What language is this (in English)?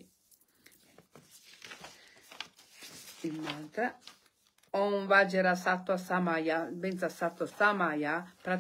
Italian